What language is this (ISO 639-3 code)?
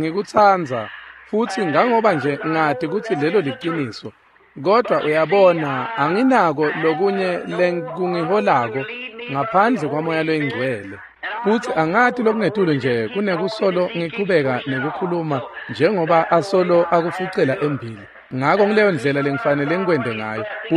ssw